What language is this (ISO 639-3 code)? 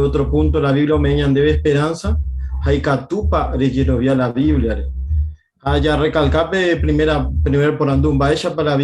grn